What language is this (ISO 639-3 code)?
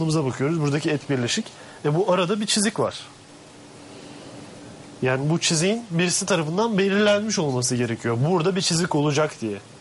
tur